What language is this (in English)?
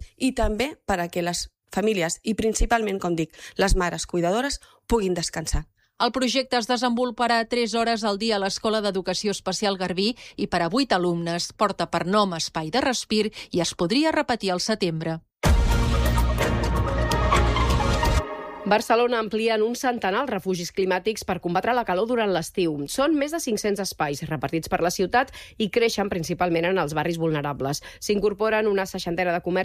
Catalan